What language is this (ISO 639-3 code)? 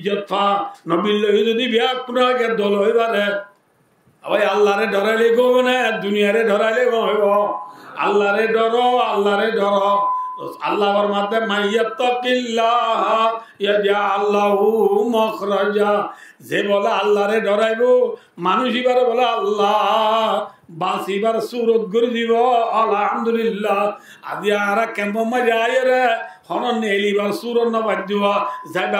rhg